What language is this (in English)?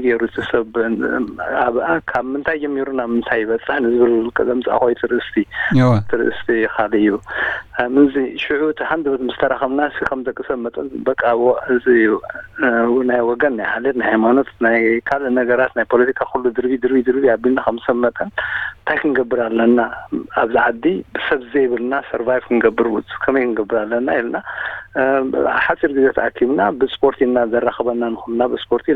Tigrinya